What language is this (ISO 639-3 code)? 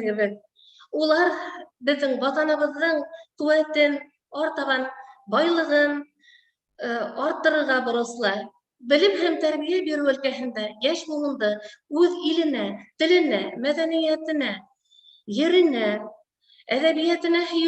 bak